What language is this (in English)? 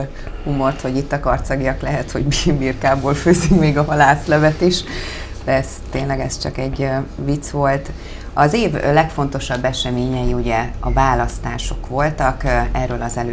Hungarian